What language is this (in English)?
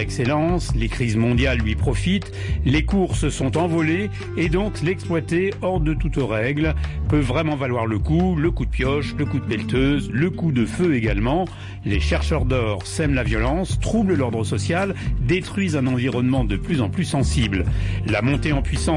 French